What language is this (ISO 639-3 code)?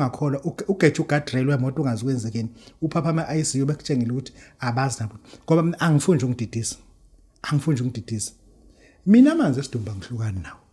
zul